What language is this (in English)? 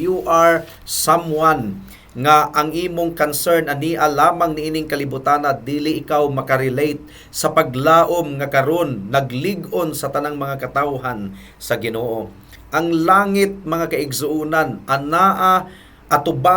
Cebuano